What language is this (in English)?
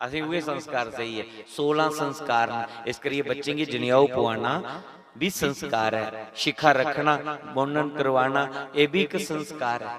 Dogri